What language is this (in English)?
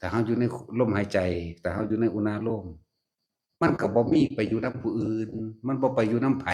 Lao